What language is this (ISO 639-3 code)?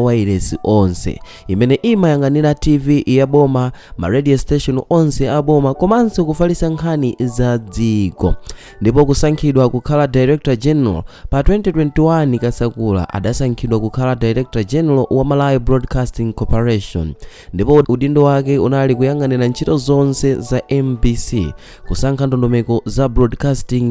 nya